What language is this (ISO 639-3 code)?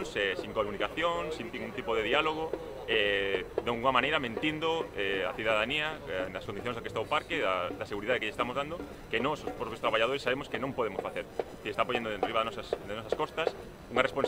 glg